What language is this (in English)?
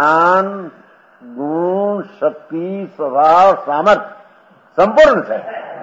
Gujarati